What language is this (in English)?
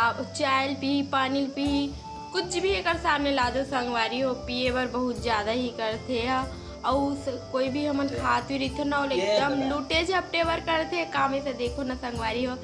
Chhattisgarhi